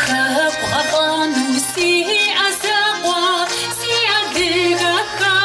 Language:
Kabardian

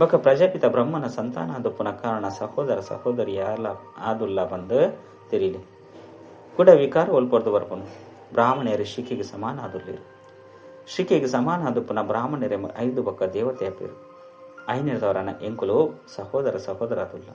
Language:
Tulu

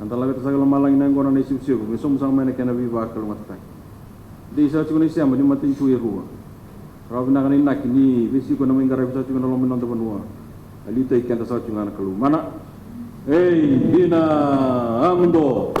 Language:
Fijian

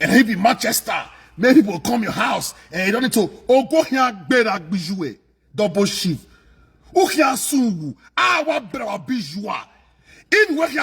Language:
Nigerian Pidgin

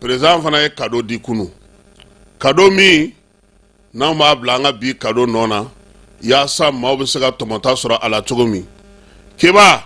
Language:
Bambara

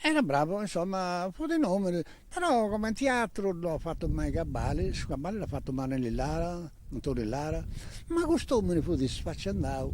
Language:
Sardinian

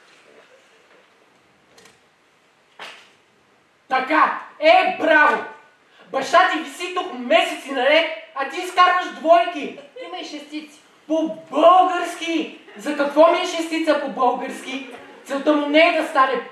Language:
Bulgarian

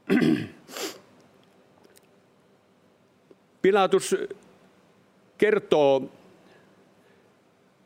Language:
Finnish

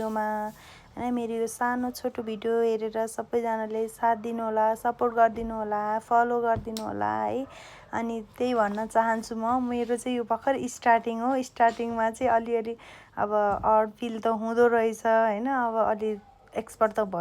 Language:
Nepali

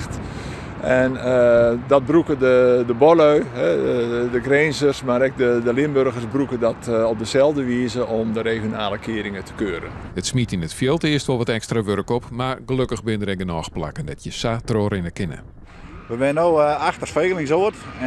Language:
Western Frisian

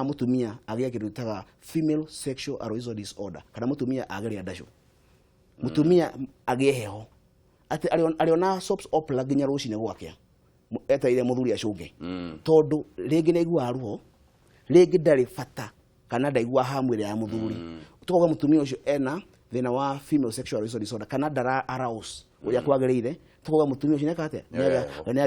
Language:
Kikuyu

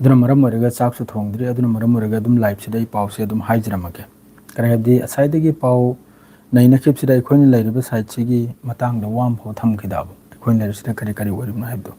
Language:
Manipuri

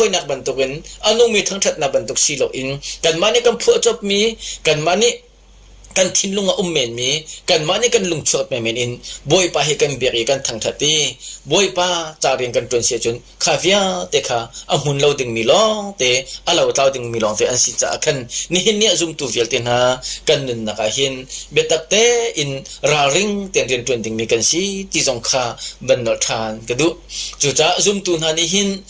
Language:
Hakha Chin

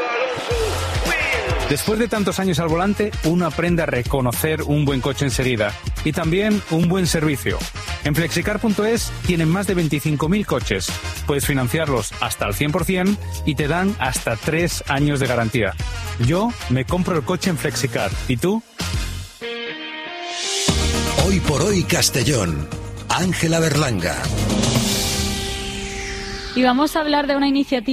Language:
Spanish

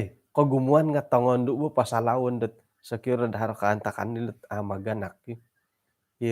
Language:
Central Dusun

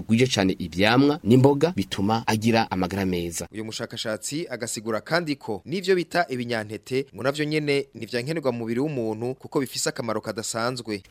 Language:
Rundi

